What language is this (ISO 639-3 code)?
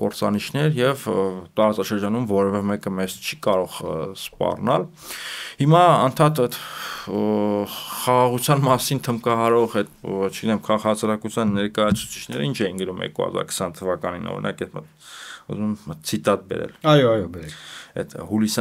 hye